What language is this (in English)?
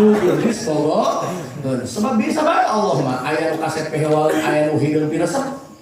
Sundanese